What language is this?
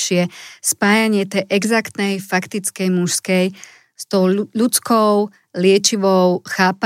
Slovak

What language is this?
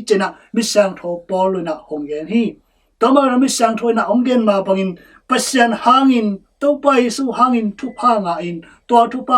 Tedim Chin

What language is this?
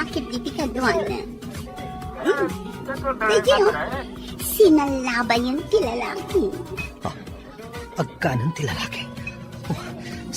Iloko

